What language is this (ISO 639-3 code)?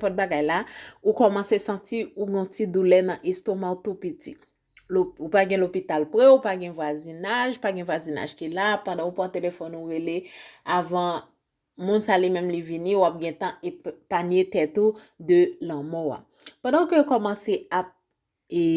hat